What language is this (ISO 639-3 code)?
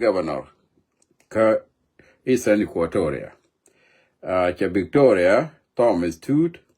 nus